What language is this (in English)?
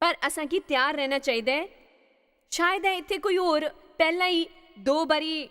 Dogri